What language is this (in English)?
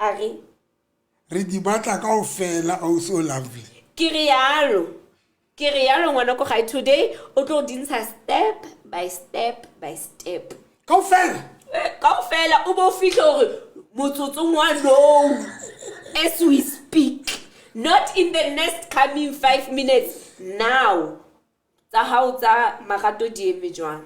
Southern Sotho